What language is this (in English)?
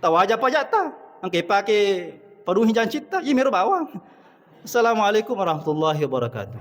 Buginese